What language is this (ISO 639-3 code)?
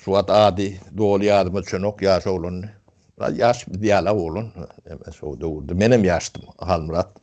tuk